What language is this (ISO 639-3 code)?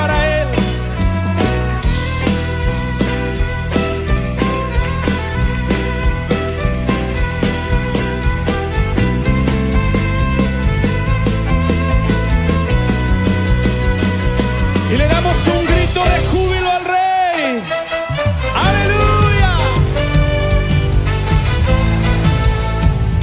spa